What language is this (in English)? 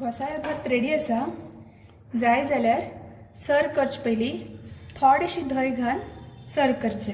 Konkani